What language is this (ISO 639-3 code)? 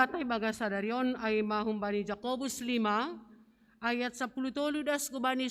bts